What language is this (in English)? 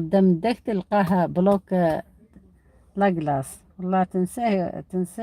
Algerian Arabic